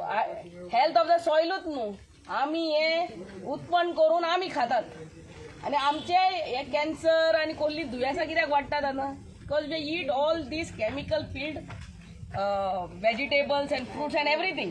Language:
Konkani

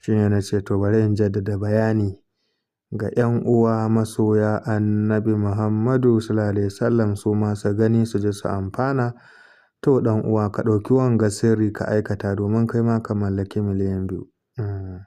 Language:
Hausa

